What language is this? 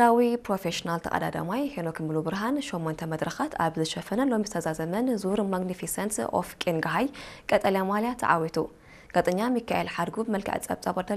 Tigrinya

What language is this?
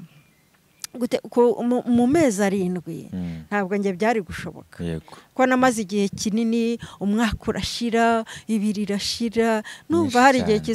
Kinyarwanda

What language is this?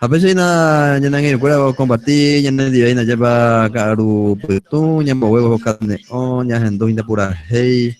Guarani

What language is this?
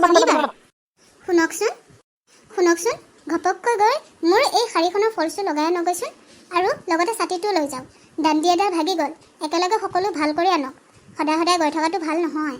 Assamese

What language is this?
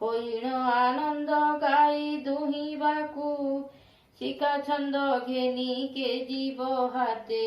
Odia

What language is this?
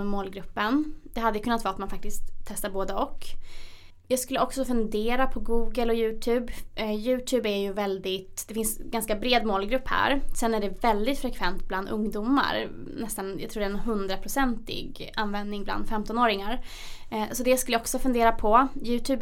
Swedish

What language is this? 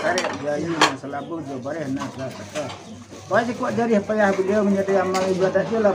Minangkabau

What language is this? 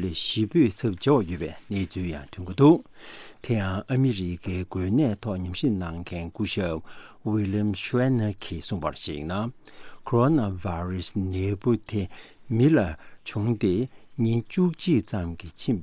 Tibetan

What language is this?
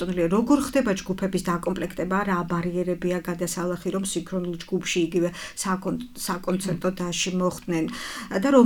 Georgian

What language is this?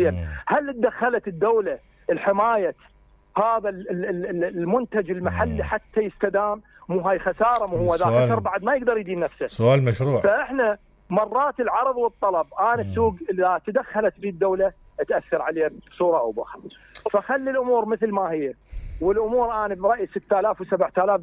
Mesopotamian Arabic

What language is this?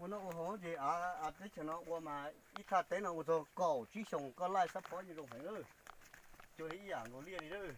Hmong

